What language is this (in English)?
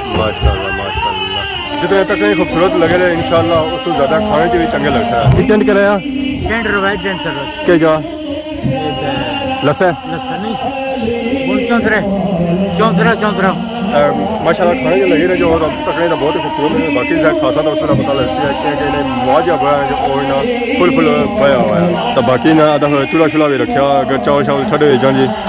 Pahari-Potwari